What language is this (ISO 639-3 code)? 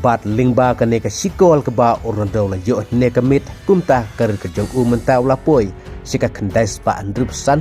kha